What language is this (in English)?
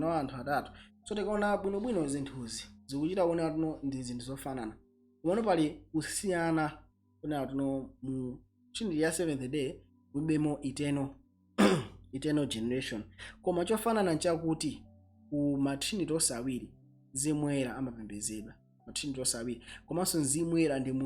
Nyanja